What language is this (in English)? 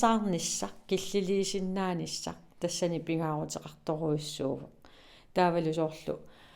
Kalaallisut